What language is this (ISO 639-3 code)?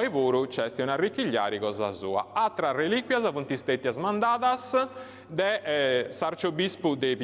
srd